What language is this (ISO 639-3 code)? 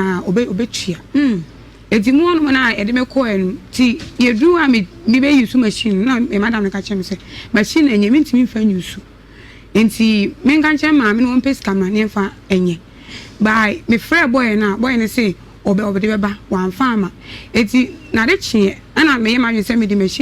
aka